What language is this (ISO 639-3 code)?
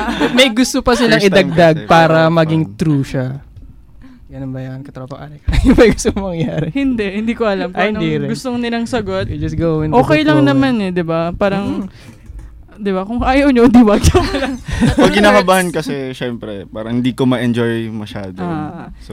fil